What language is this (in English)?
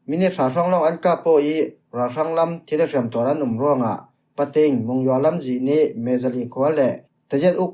Falam Chin